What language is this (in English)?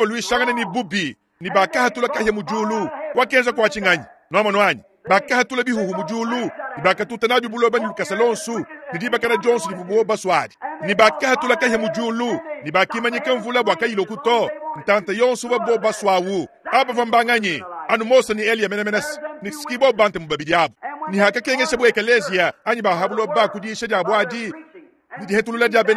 Luba-Lulua